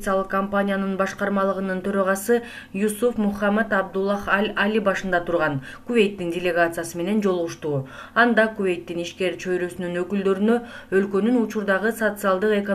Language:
Kyrgyz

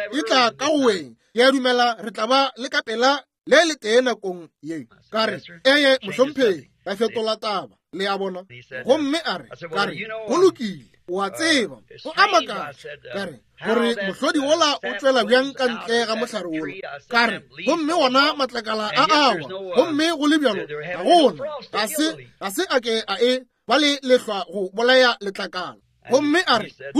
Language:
Northern Sotho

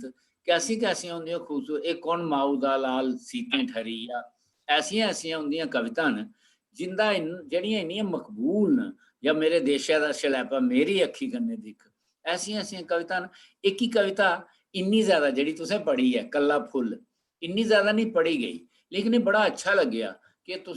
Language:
Dogri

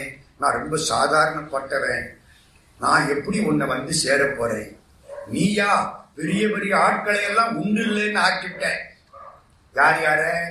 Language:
Tamil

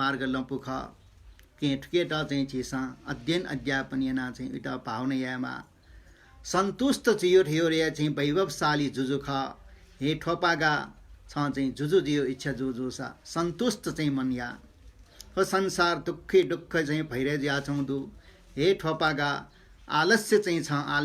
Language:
Newari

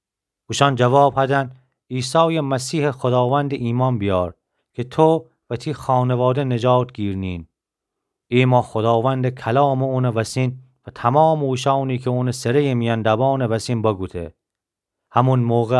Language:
Gilaki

